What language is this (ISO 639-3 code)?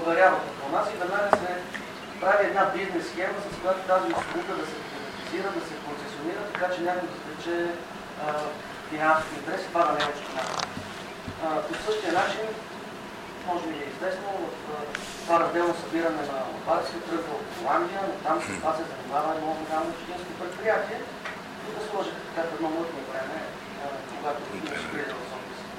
bul